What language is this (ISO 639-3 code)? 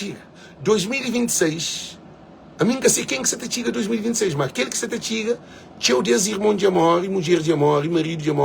kea